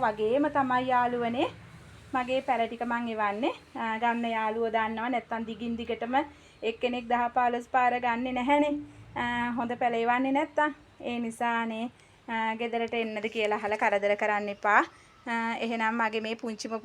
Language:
Sinhala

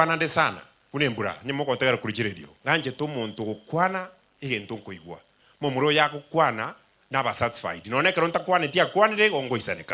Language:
Gusii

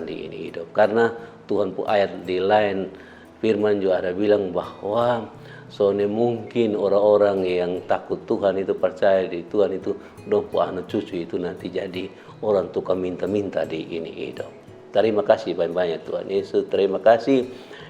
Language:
Kupang Malay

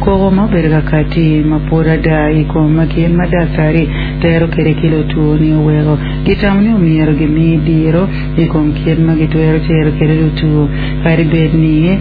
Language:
Acoli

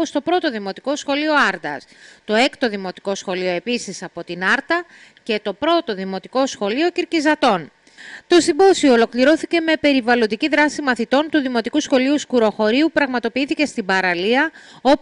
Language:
Greek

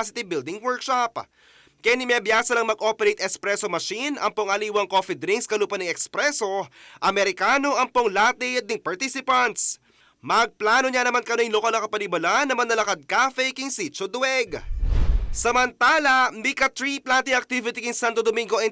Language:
Pampanga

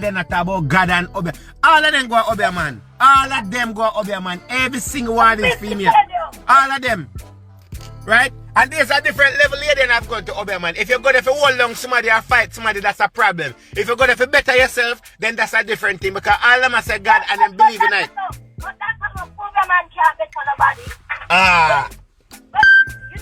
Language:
Jamaican Creole English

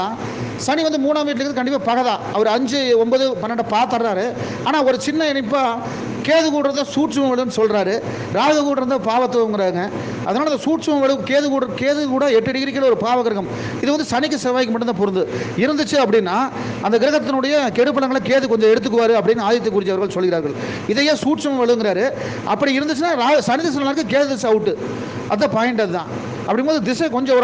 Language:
Tamil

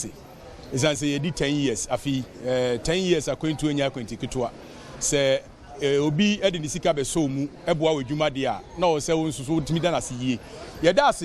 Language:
Akan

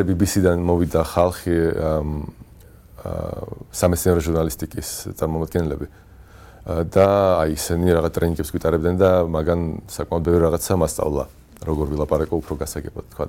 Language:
Georgian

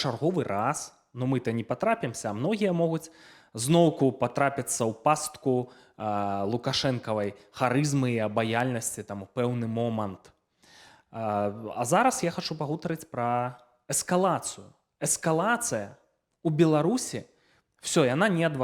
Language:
Belarusian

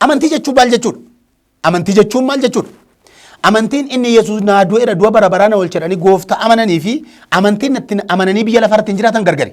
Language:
Oromo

